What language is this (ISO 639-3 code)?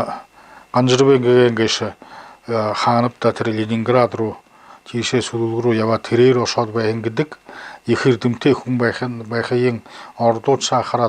bua